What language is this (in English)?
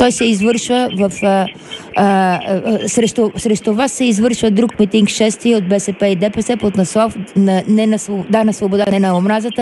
Bulgarian